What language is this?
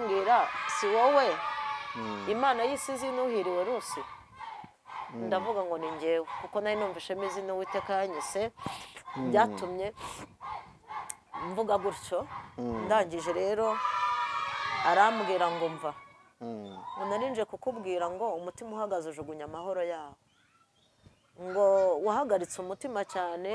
Kinyarwanda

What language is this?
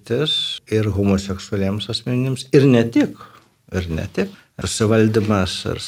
Lithuanian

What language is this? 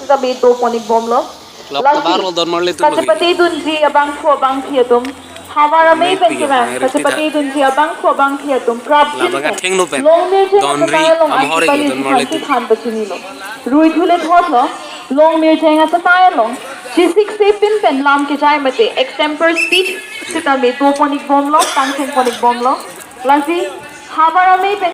Karbi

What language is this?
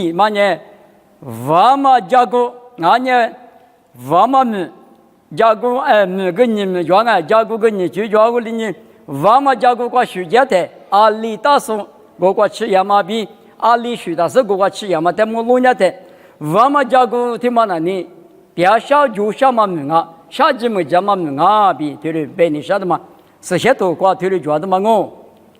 Lisu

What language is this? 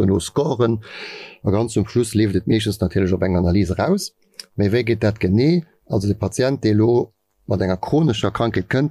Luxembourgish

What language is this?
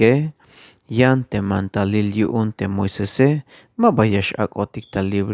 Tzeltal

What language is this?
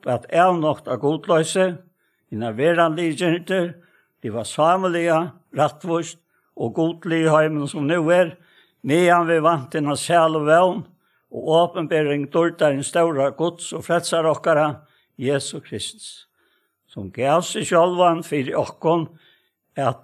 Faroese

